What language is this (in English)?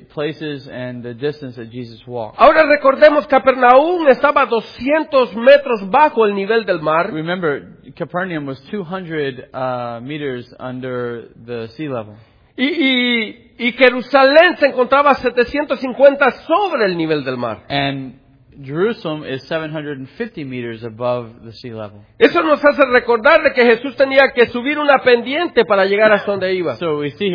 Spanish